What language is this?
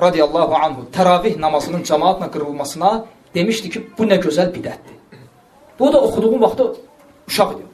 Azerbaijani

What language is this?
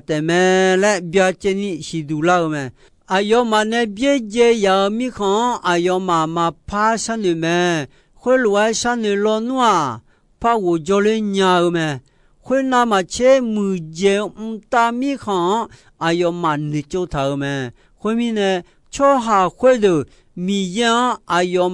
Akha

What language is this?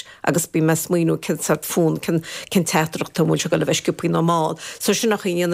Irish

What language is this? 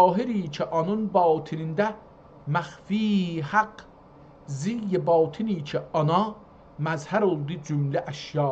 South Azerbaijani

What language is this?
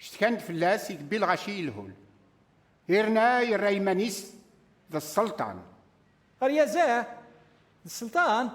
Kabyle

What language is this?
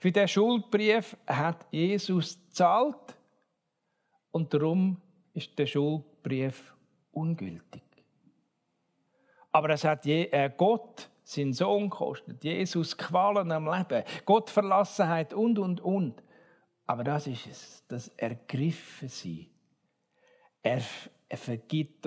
German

